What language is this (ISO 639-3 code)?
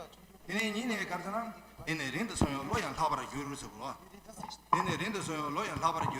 bod